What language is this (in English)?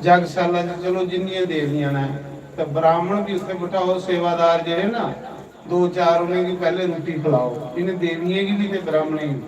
Dogri